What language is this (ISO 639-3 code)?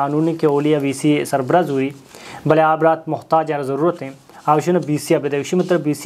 bal